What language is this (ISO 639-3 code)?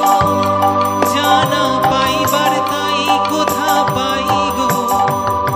ben